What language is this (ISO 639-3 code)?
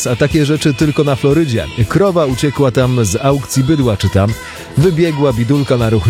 pol